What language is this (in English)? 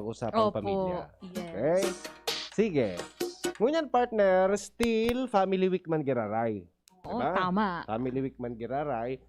Bikol